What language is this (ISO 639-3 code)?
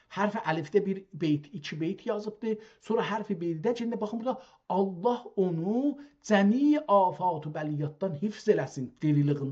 azb